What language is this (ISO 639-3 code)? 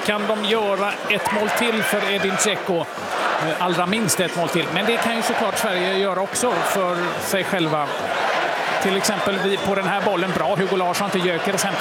swe